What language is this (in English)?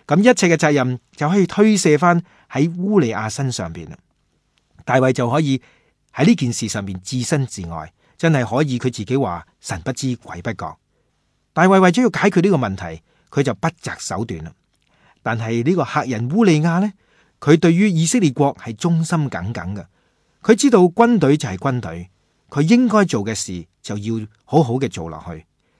Cantonese